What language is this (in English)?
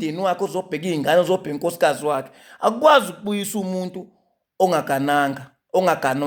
Zulu